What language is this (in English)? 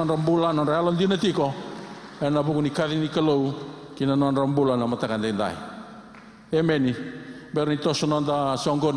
Fijian